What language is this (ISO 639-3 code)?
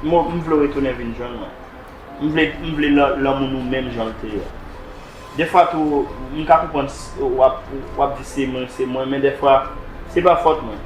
hat